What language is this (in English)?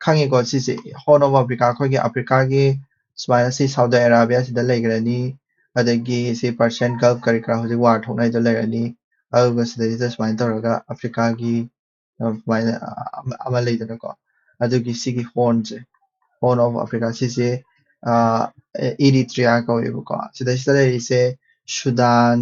Manipuri